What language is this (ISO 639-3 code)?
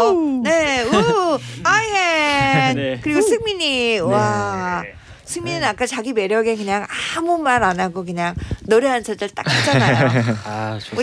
kor